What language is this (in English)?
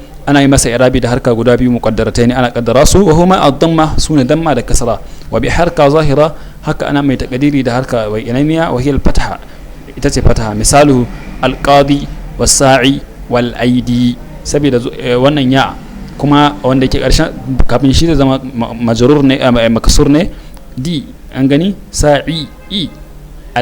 Hausa